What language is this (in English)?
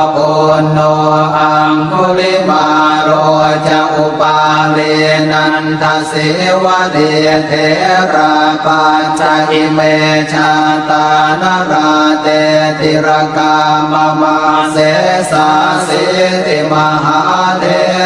Pali